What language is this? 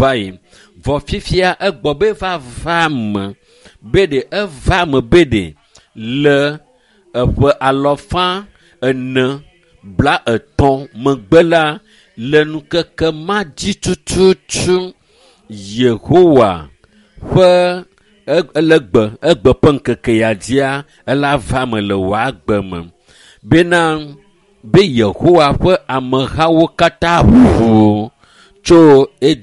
Ewe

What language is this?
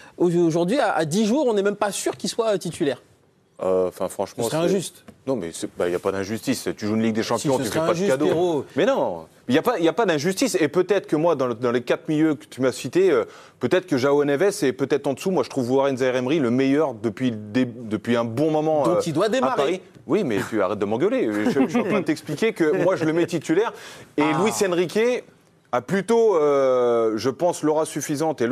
French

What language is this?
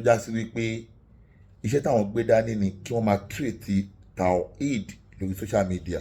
Yoruba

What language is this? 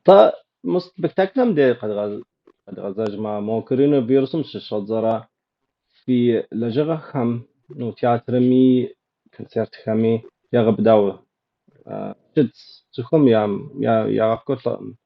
Kabardian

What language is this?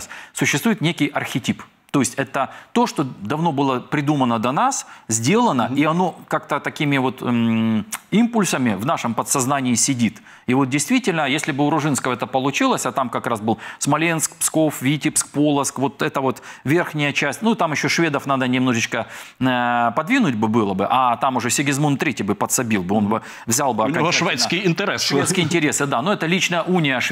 Russian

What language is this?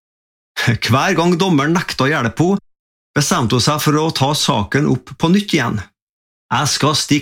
Norwegian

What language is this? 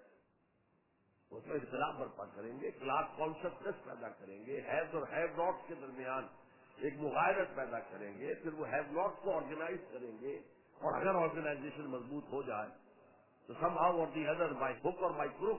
Urdu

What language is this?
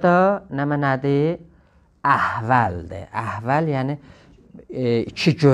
South Azerbaijani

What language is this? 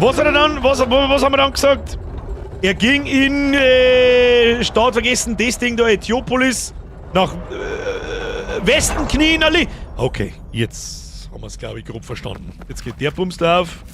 Bavarian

